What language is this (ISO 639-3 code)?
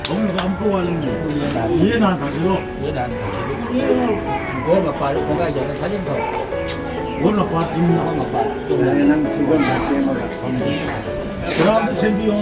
mni